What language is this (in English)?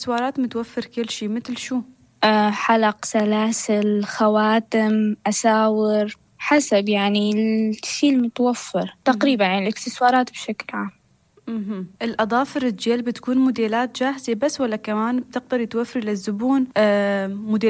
North Levantine Arabic